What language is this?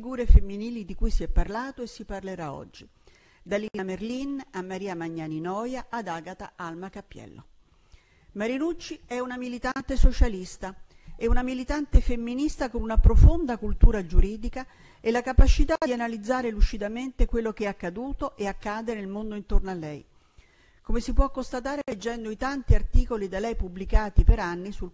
Italian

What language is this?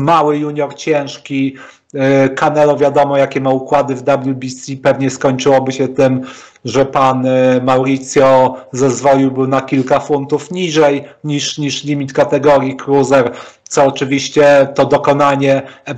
Polish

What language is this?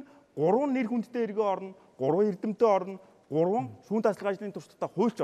Mongolian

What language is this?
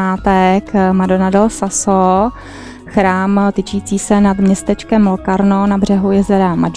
Czech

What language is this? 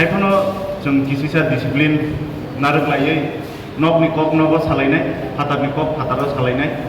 Kok Borok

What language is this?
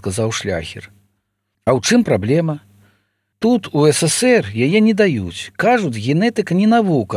Belarusian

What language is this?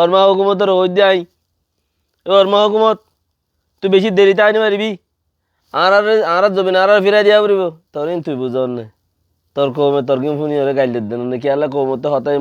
Rohingya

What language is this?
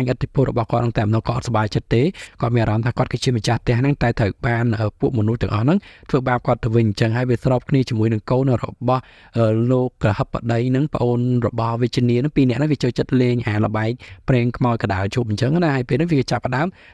Khmer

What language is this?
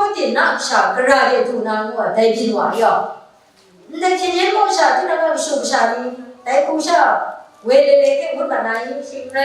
Kachin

